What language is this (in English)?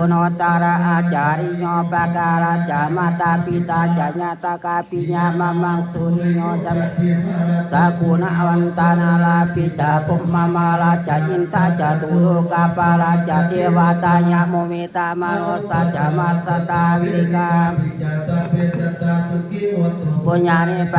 Pali